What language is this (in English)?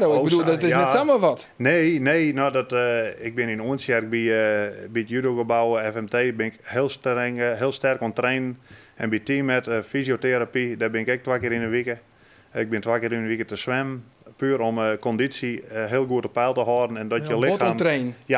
Western Frisian